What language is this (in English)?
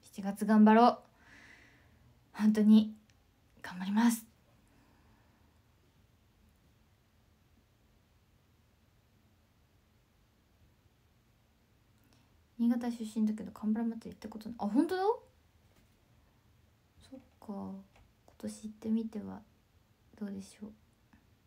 Japanese